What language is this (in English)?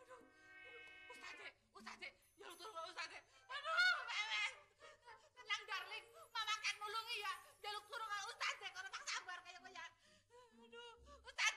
Betawi